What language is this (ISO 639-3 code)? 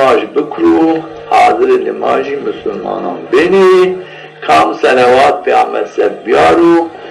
zza